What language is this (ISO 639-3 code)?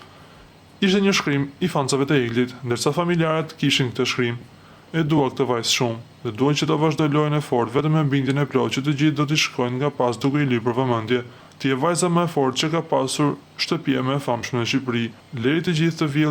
sqi